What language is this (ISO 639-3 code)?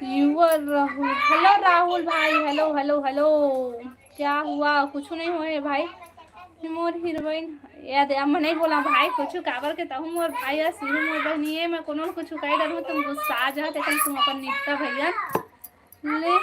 hne